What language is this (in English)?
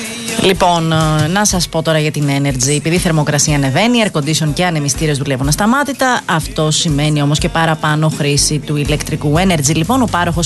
Greek